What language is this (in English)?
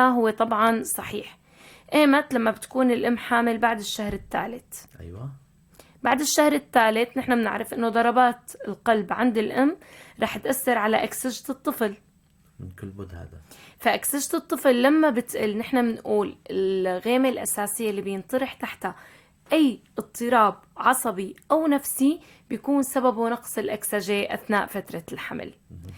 North Levantine Arabic